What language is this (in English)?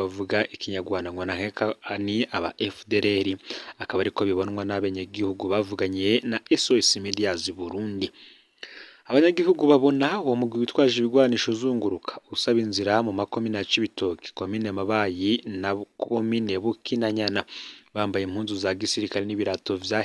Rundi